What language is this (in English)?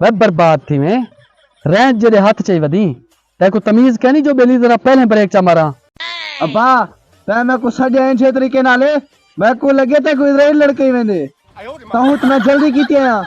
Saraiki